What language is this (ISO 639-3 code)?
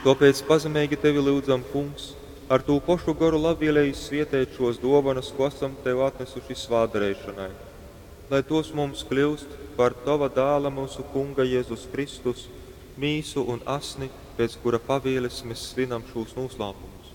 ltg